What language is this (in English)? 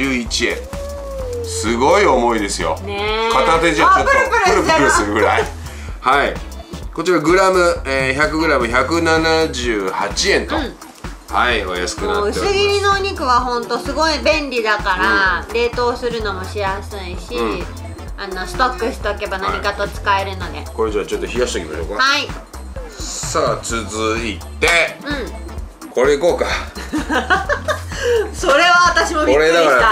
Japanese